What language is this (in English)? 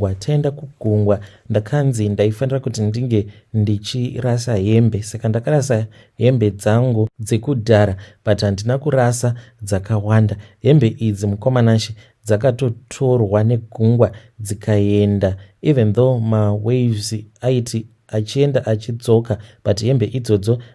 Shona